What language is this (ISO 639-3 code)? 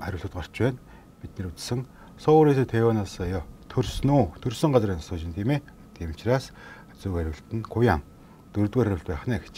mon